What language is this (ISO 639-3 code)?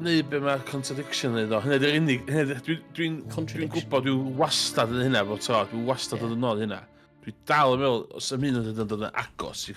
cym